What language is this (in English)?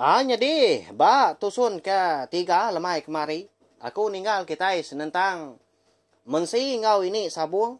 Iban